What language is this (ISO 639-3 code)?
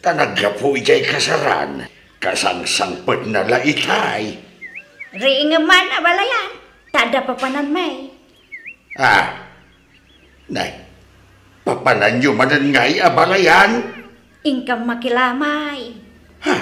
ilo